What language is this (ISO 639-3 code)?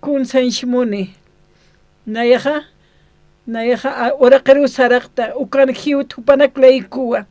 aym